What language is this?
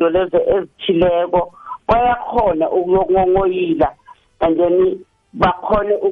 South Ndebele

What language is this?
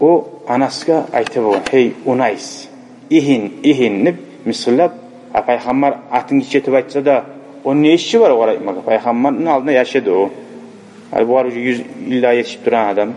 Kumyk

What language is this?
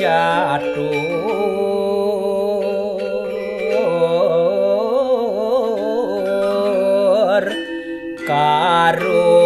Balinese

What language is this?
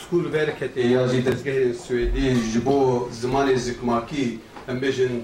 Kurdish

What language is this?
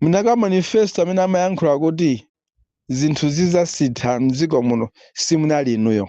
Nyanja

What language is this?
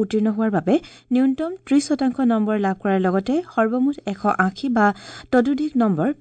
Assamese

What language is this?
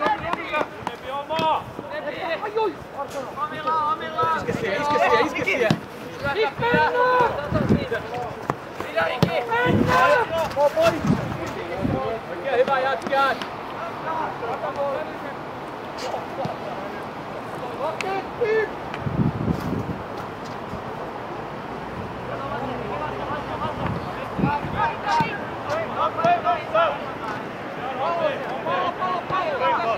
Finnish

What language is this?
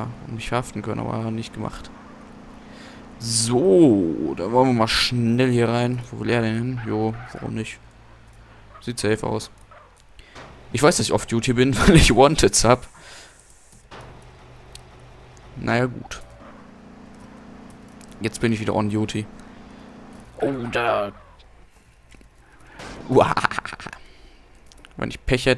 German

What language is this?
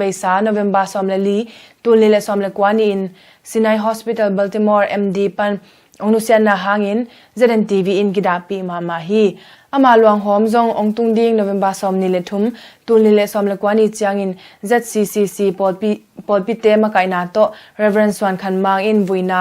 Tedim Chin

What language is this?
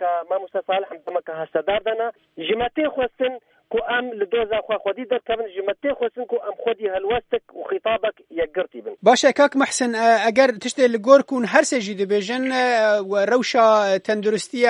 Kurdish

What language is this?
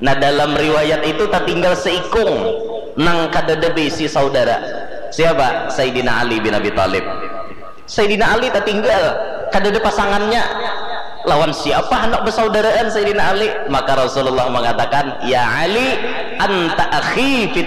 Banjar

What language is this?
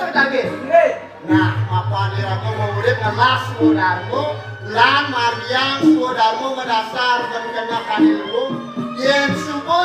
Balinese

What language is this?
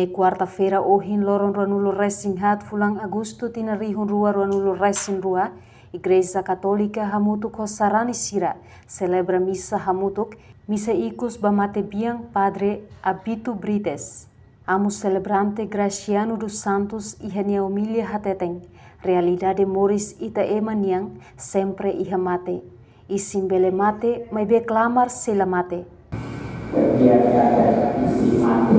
Tetum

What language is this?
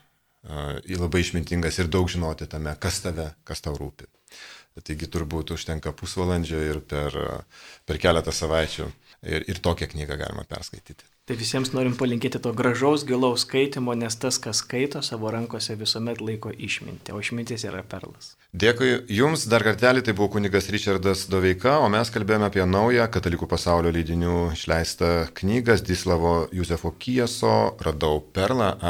Lithuanian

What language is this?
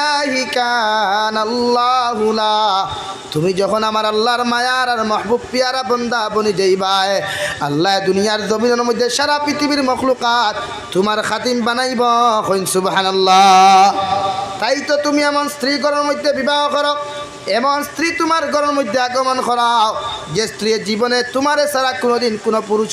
Sylheti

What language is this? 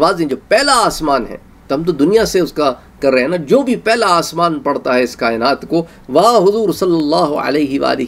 Urdu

